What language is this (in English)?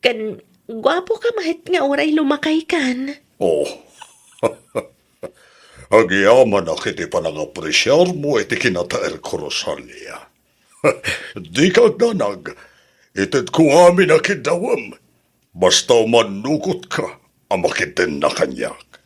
Iloko